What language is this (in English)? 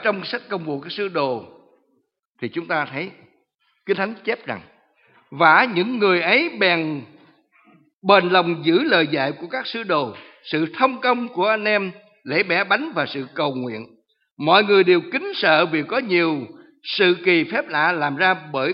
Vietnamese